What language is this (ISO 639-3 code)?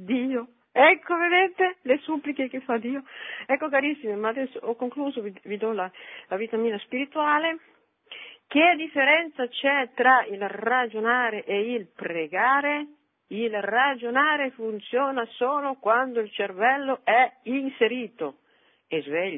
ita